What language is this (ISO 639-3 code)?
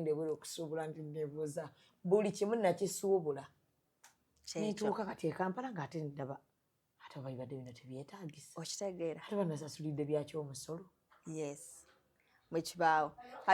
lug